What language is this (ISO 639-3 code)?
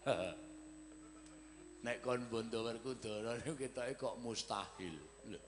jav